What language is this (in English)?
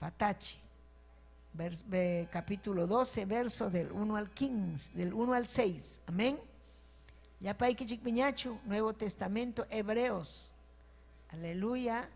Ayacucho Quechua